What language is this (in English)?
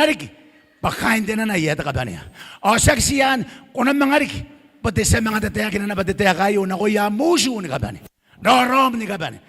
Gilbertese